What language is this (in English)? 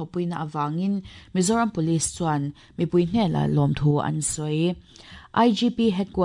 Mizo